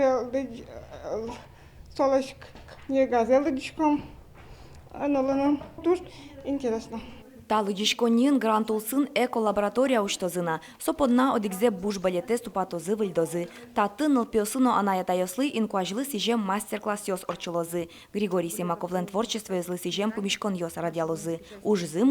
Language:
Udmurt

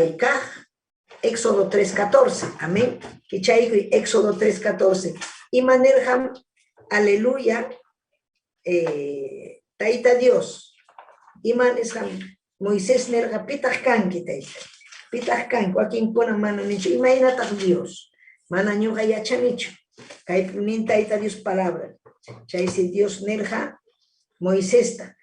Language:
Ayacucho Quechua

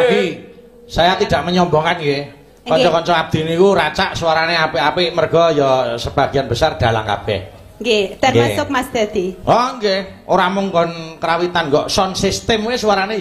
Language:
Javanese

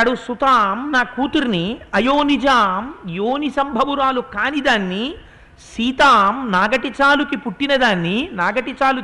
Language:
Telugu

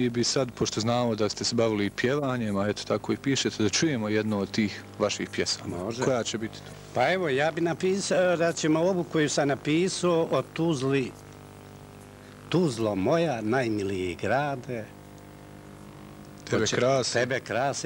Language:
Bosnian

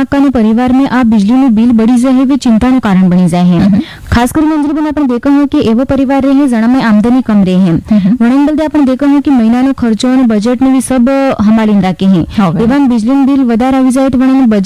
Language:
Gujarati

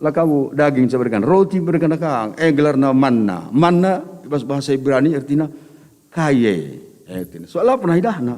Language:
Batak Karo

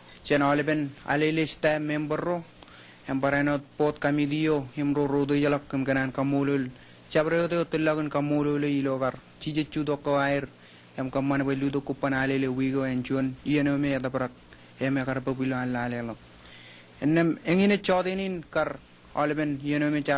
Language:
Marshallese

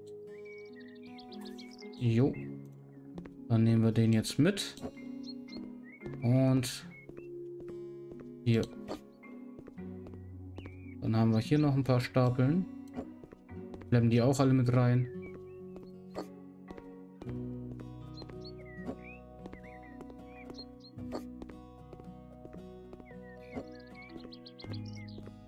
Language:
German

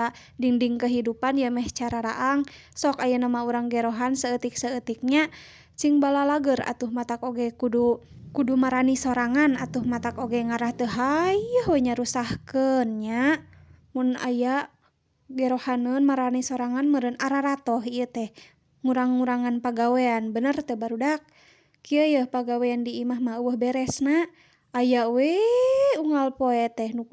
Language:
Sundanese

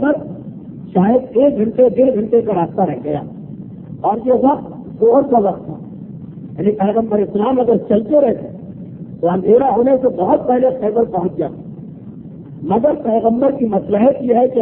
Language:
Urdu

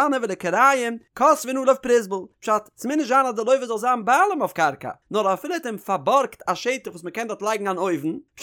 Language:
Yiddish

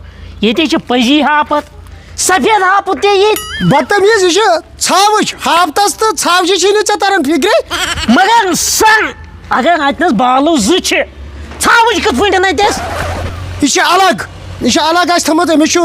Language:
Kashmiri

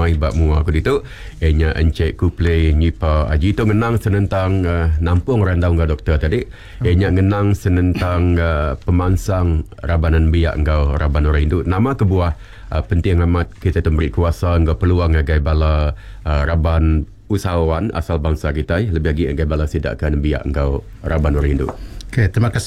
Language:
Iban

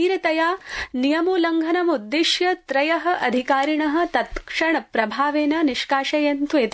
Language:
Sanskrit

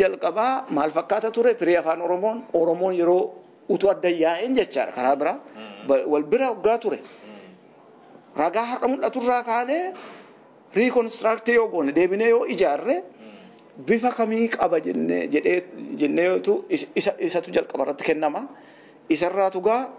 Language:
Oromo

